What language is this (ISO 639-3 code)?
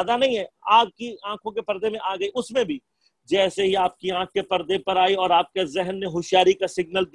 urd